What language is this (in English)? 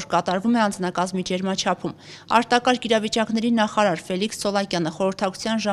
Armenian